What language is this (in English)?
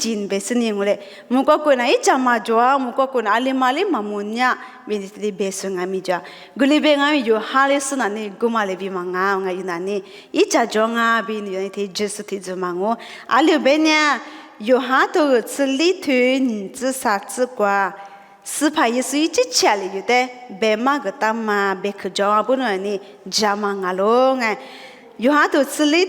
Lisu